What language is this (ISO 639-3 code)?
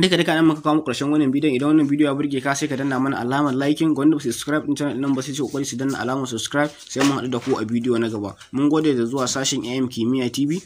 hau